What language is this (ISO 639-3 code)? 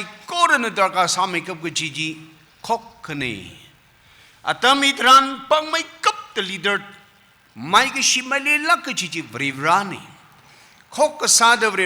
nmf